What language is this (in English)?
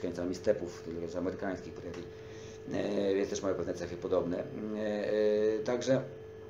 Polish